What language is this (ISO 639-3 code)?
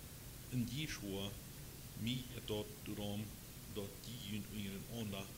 pdt